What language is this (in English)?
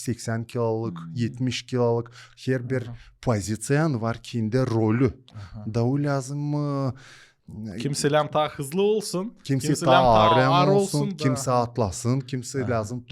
Gagauz